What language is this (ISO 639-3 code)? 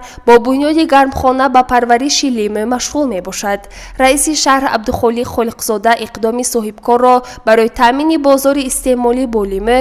tgk